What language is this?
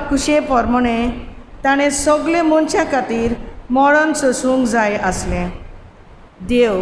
Konkani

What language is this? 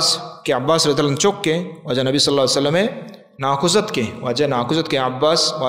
Baluchi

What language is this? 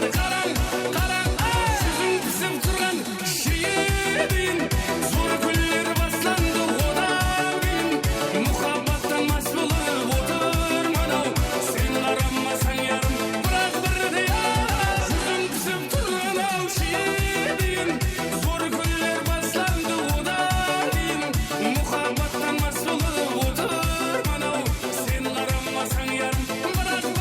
Kara-Kalpak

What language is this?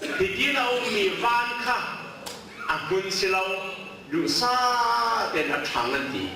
Hakha Chin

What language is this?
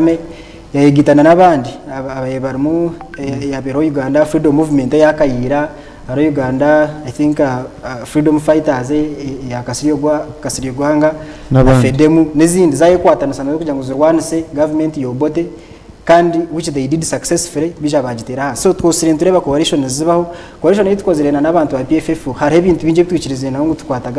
Nyankole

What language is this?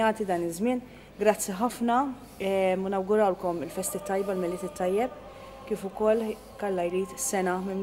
Maltese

